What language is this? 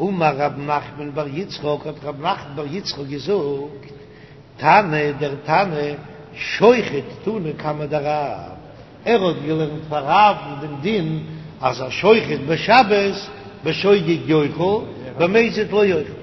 Yiddish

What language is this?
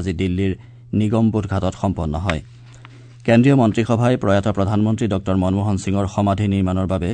Assamese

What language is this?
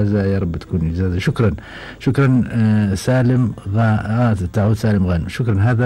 Gulf Arabic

